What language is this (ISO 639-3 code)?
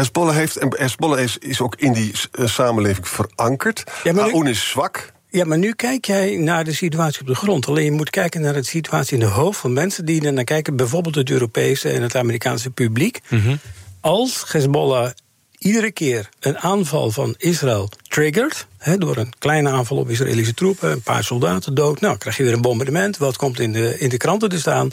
nld